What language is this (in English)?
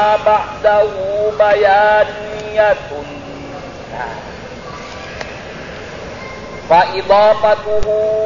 Indonesian